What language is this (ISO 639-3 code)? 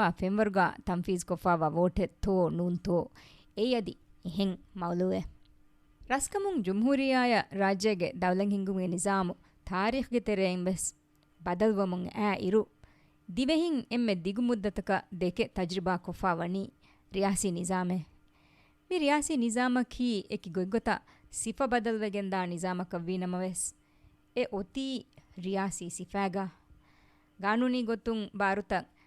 div